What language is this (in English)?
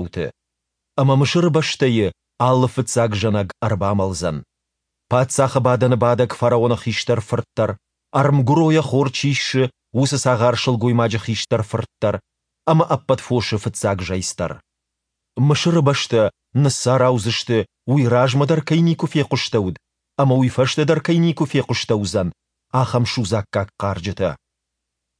Ossetic